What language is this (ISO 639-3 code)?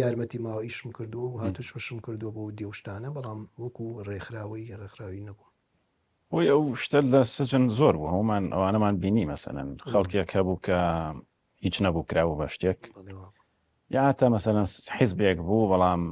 ckb